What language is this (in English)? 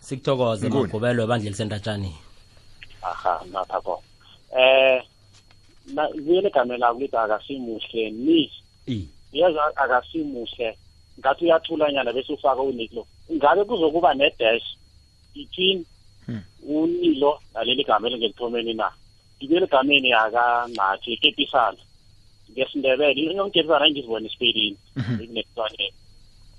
South Ndebele